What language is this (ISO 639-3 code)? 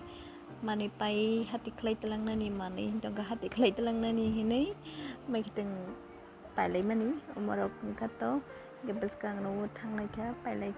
trp